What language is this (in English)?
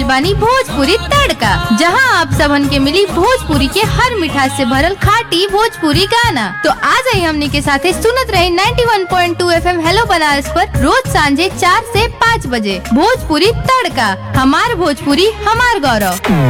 Bhojpuri